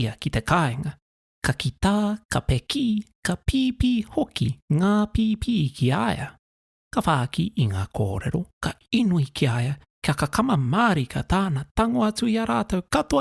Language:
Māori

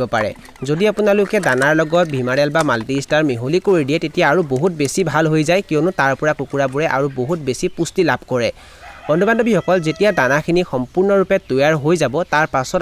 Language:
Assamese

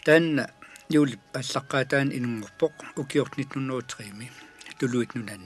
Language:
Kalaallisut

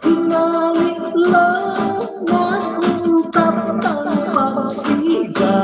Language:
Hiligaynon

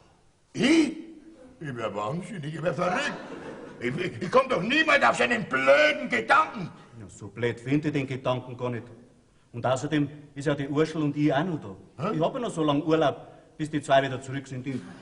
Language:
Bavarian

